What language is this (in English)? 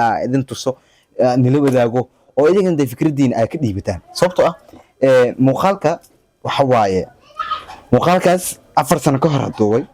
Somali